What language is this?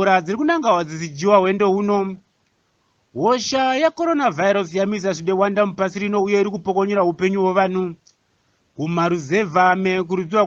Shona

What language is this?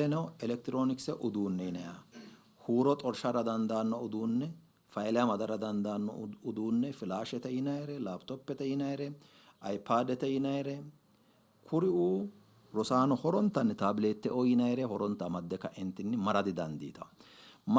Sidamo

